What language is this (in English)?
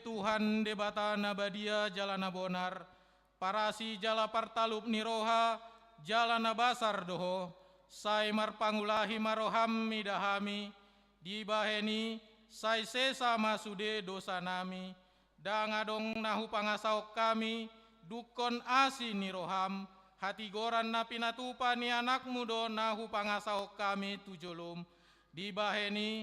Batak Toba